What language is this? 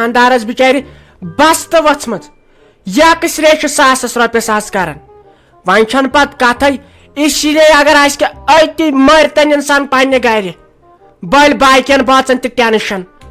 Kashmiri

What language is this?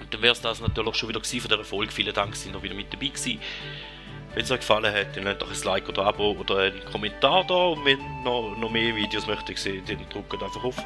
Swiss German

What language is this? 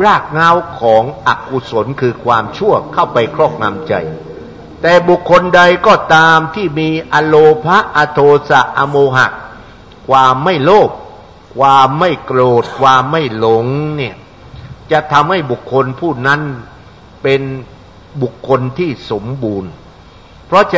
Thai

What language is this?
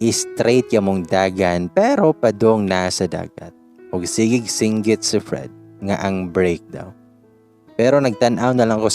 Cebuano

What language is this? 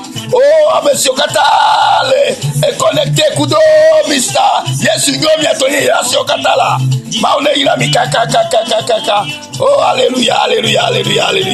Ewe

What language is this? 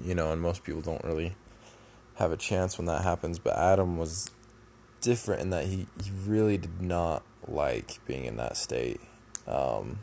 English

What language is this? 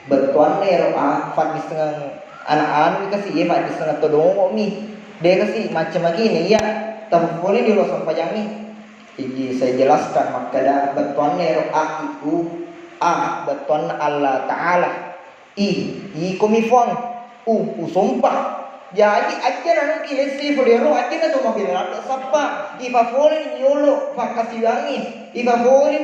Buginese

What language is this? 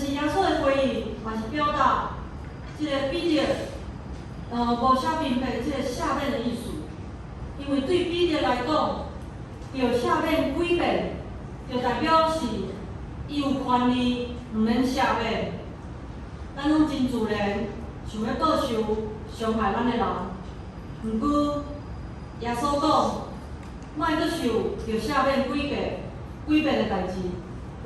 Min Nan Chinese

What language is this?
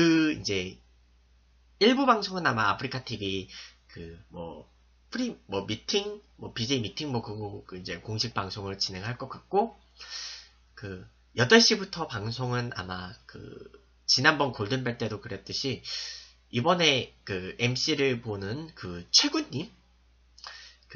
Korean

